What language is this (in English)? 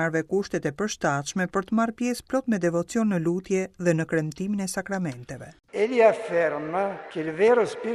Albanian